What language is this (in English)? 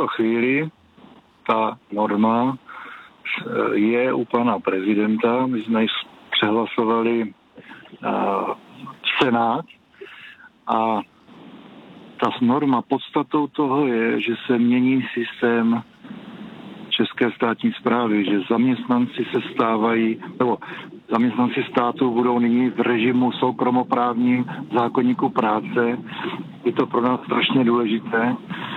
Czech